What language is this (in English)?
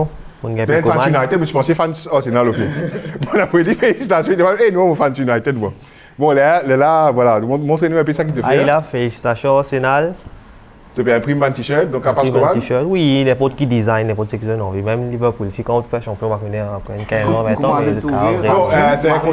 Morisyen